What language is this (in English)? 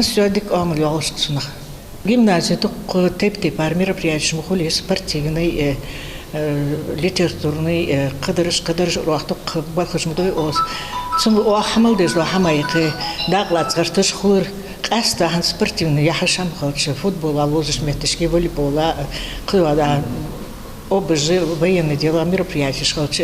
Ingush